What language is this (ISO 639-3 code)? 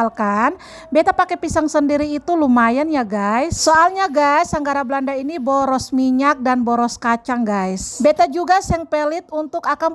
abs